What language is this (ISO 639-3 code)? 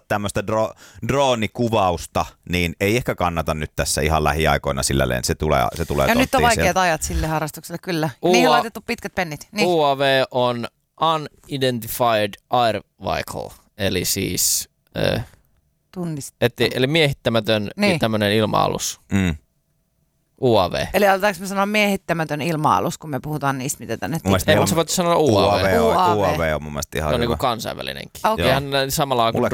fin